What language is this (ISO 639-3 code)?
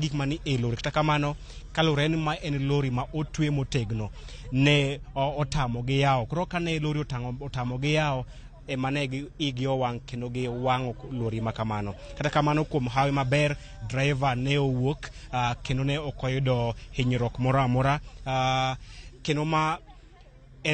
luo